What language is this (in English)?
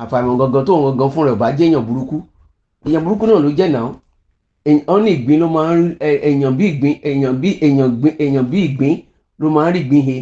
Yoruba